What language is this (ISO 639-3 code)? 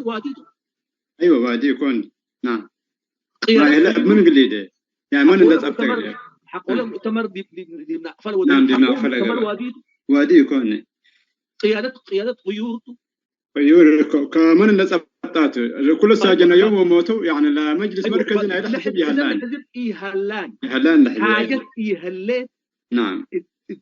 tig